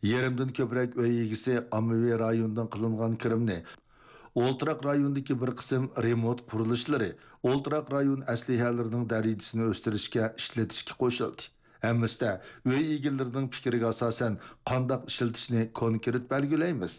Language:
Uyghur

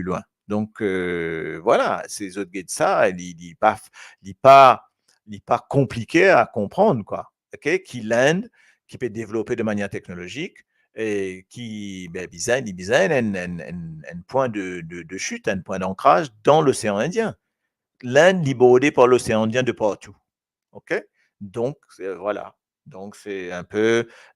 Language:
Morisyen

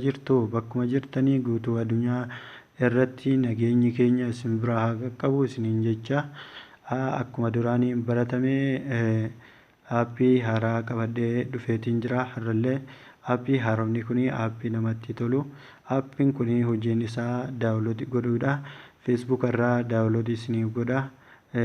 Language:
Oromo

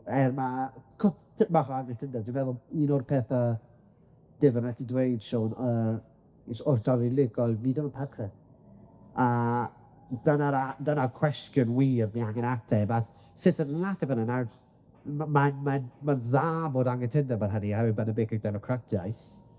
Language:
Welsh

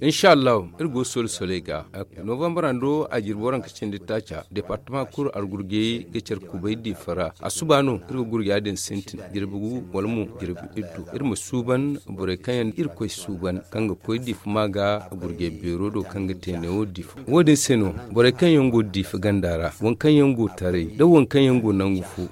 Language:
Zarma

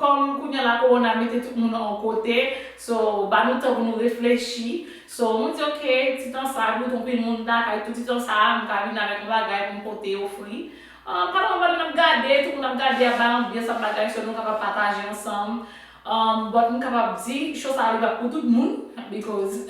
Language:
Haitian Creole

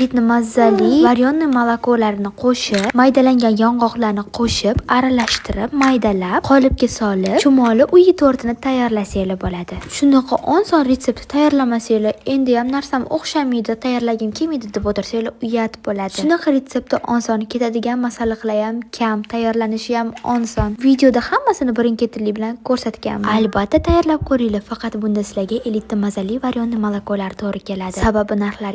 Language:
Uzbek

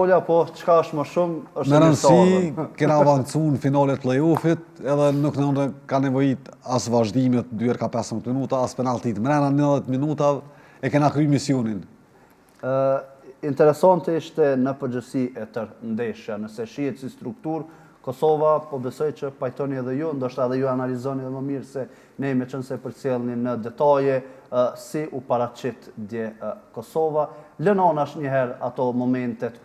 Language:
Albanian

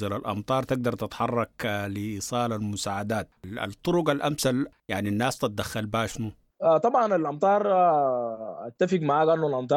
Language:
Sudanese Arabic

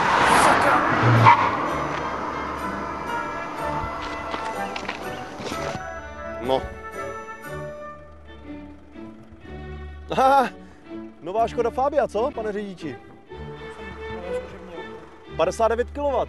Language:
Czech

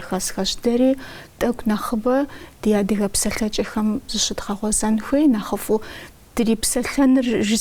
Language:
Kabardian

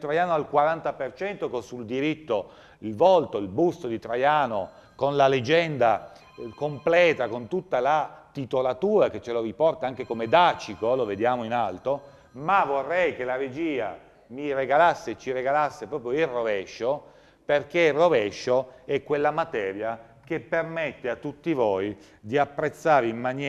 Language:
Italian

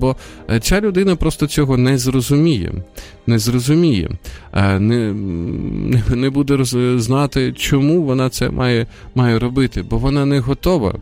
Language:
Ukrainian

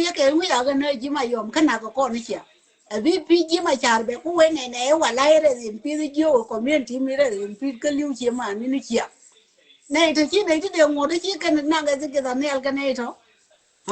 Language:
Nuer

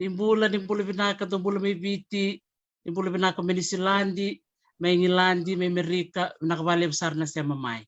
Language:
Fijian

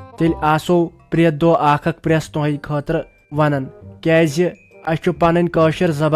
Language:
Kashmiri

